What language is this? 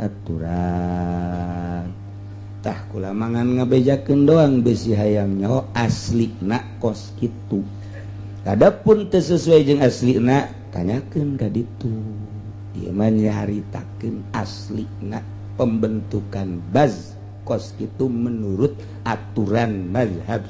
Sundanese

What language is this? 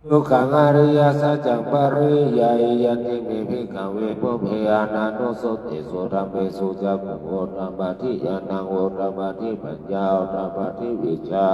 Pali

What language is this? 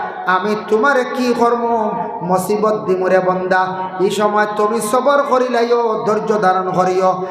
Sylheti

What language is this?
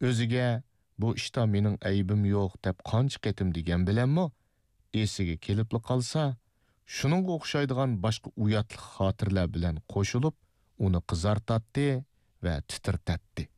Uyghur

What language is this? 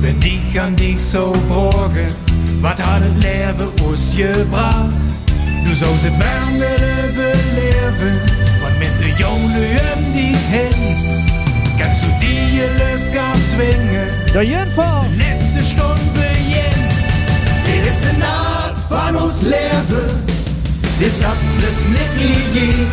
Limburgish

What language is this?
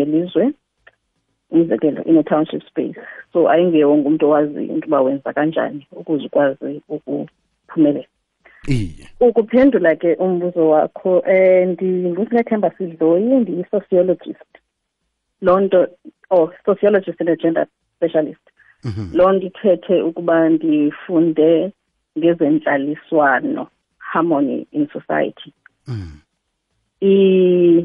Xhosa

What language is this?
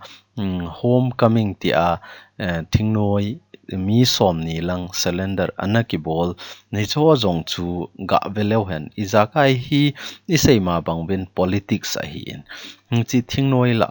Thado Chin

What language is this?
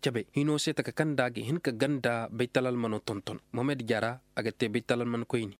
Koyraboro Senni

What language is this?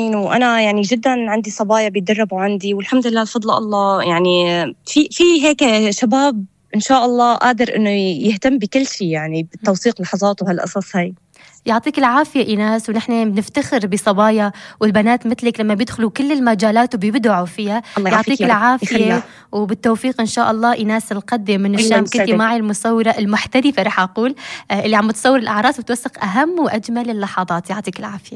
North Levantine Arabic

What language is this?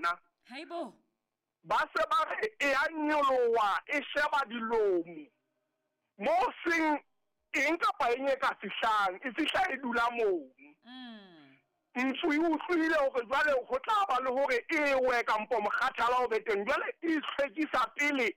Southern Sotho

